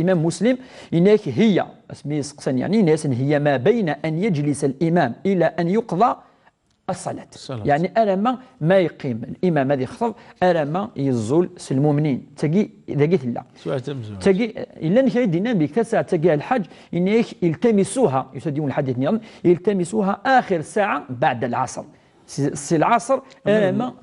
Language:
Kabyle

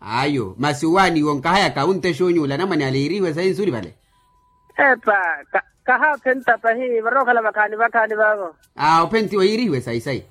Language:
Makhuwa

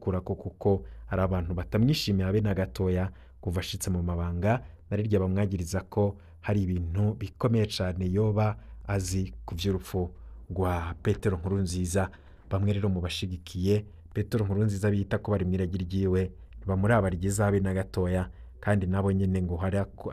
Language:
Rundi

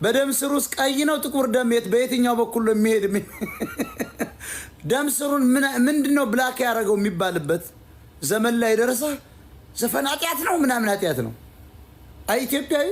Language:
Amharic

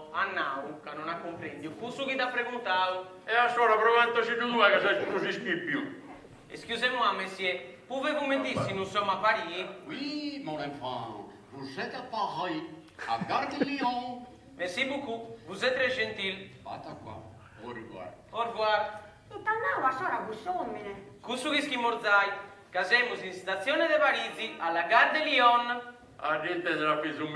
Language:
Sardinian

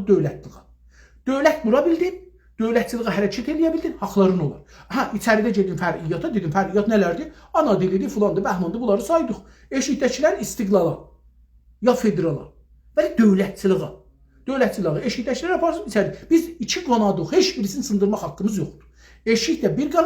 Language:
South Azerbaijani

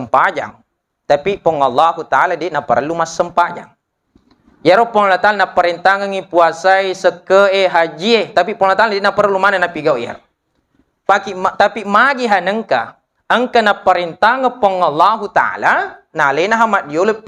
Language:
Buginese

